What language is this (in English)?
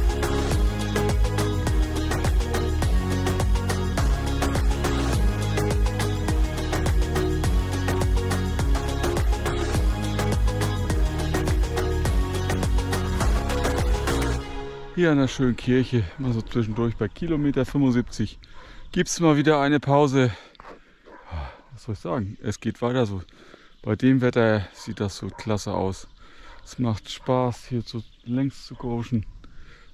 German